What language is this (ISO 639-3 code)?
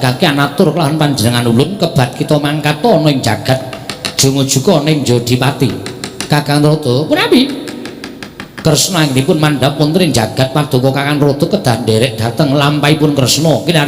jav